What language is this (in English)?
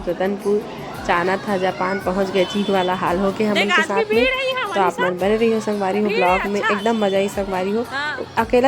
Chhattisgarhi